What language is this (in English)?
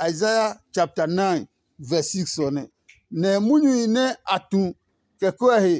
Adangme